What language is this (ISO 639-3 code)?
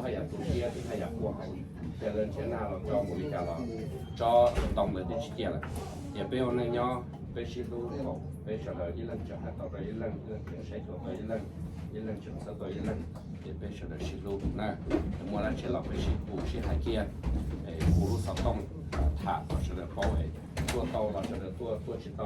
hmn